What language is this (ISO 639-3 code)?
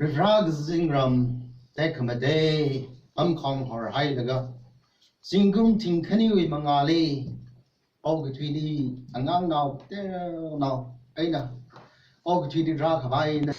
nmf